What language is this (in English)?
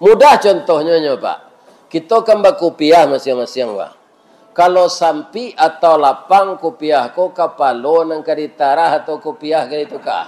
Minangkabau